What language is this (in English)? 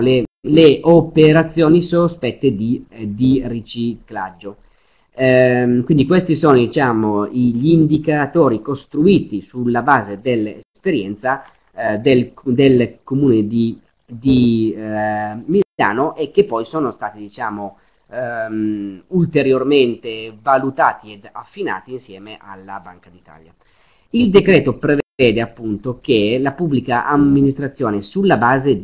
Italian